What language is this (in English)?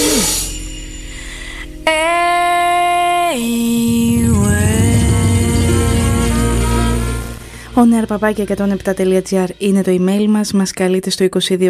Greek